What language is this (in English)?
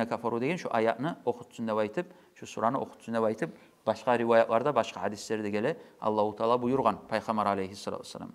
Kumyk